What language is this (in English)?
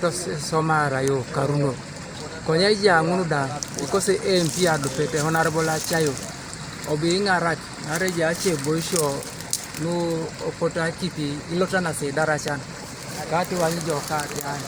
Teso